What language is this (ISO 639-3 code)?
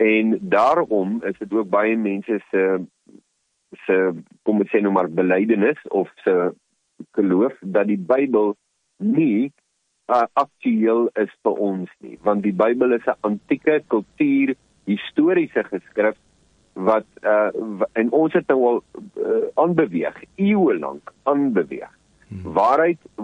afr